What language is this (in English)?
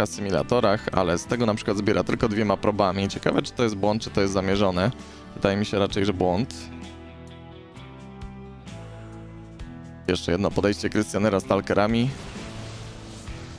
Polish